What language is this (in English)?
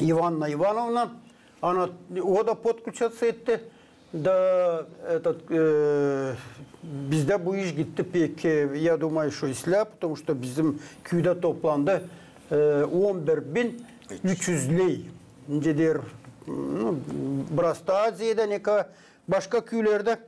Gagauz